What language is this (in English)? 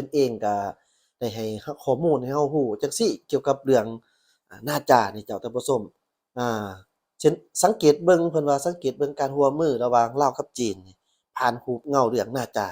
Lao